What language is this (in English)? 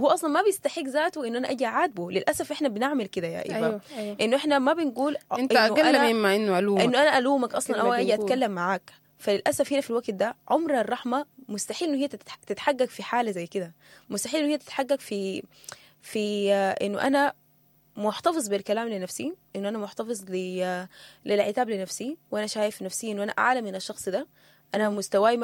Sudanese Arabic